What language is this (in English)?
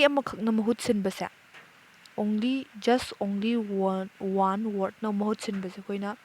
Manipuri